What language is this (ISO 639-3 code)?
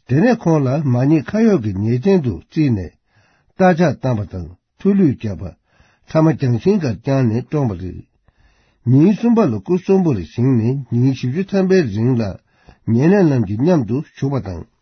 bod